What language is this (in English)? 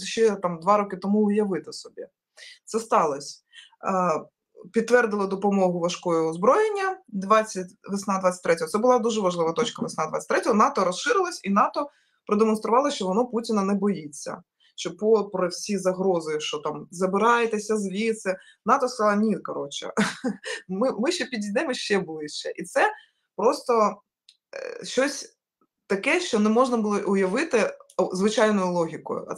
Ukrainian